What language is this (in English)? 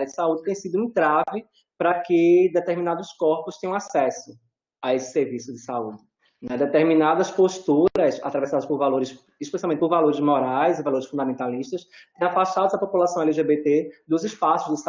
Portuguese